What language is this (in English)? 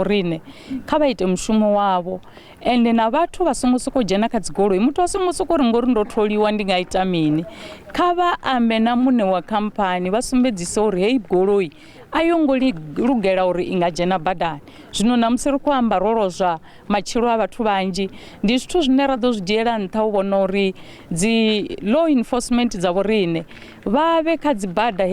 Venda